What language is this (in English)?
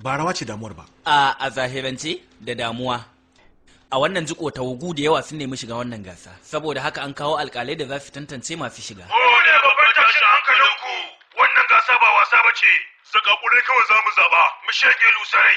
Hausa